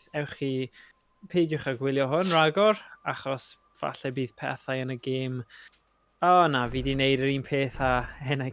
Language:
Welsh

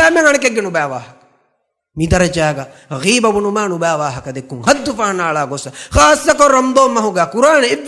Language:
Divehi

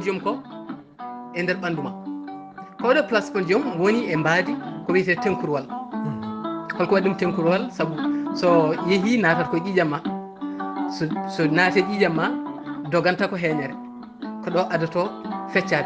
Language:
Fula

